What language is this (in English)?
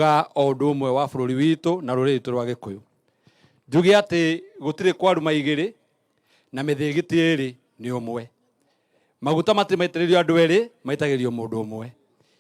Kikuyu